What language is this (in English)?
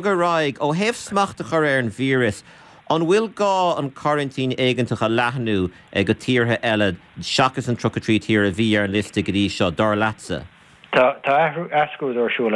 Irish